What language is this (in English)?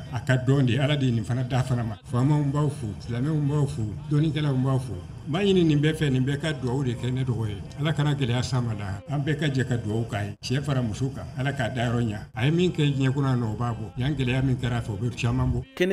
Bambara